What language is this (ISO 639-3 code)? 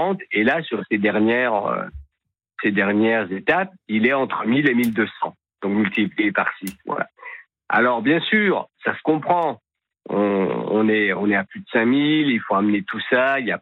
fra